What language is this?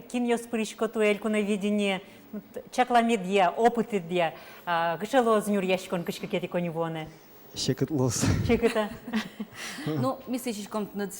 Udmurt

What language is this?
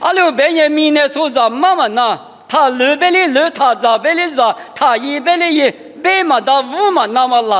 Lisu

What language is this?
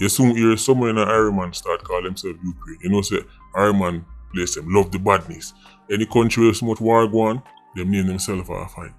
Jamaican Creole English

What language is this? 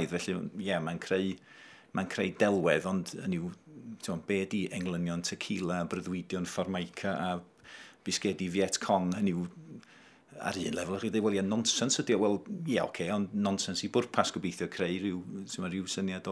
Welsh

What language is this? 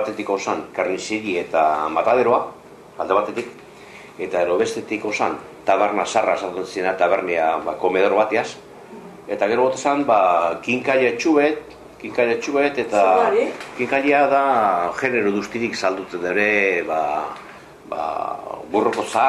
Basque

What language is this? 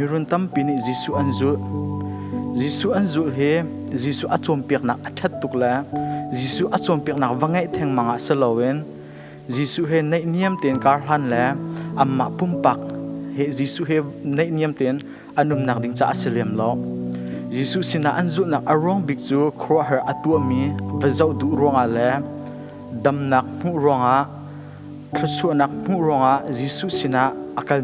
Hakha Chin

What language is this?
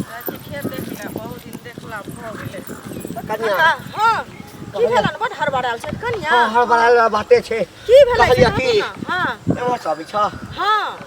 Maithili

